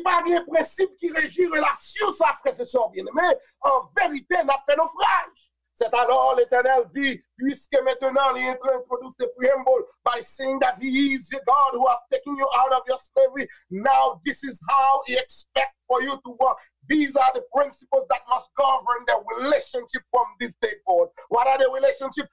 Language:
Haitian Creole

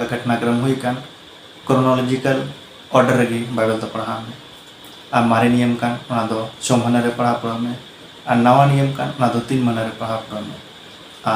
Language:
Santali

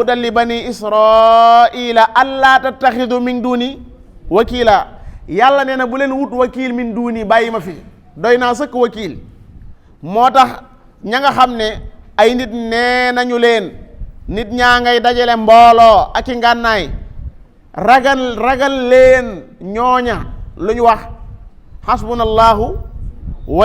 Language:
Wolof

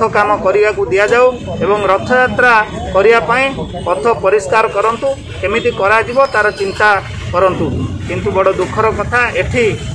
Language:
Odia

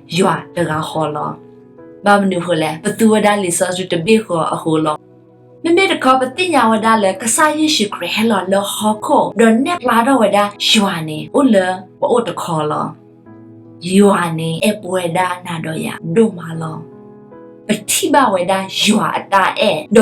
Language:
S'gaw Karen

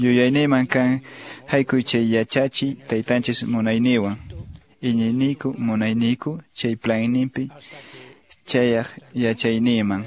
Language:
Quechua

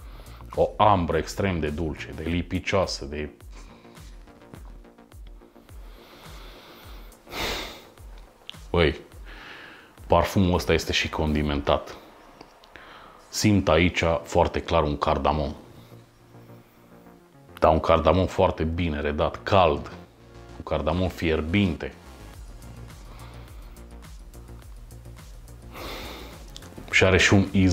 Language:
Romanian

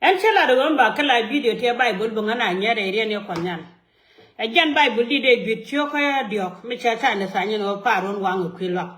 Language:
Nuer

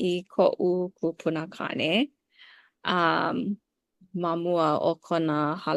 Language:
Hawaiian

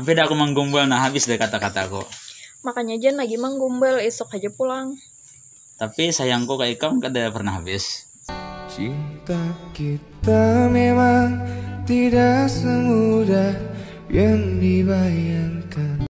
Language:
Banjar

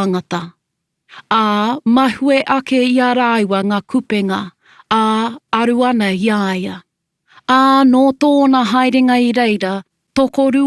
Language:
Māori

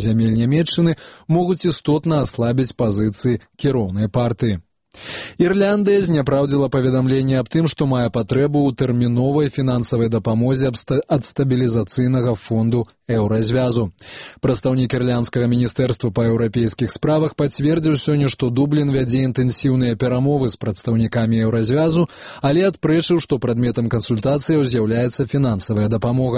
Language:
Belarusian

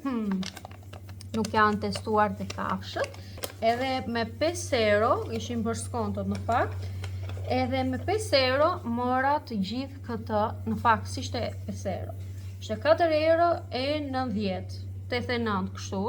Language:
Albanian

